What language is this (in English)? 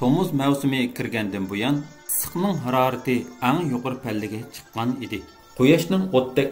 Uyghur